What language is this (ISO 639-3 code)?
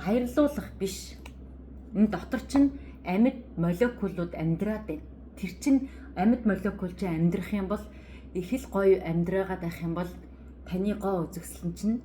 mon